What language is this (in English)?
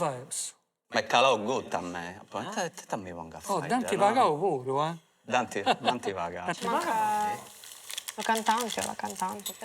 Sardinian